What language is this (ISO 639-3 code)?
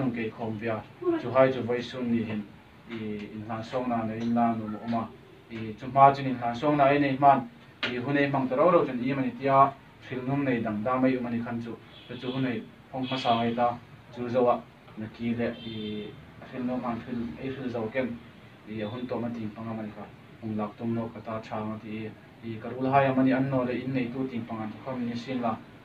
hmr